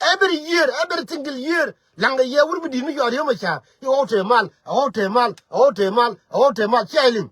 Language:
Nuer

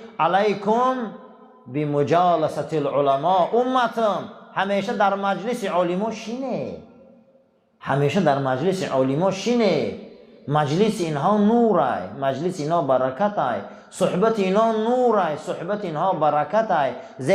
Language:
Tajik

